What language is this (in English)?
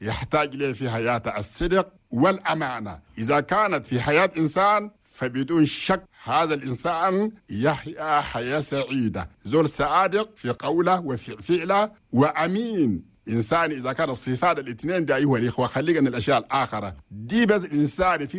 Chadian Arabic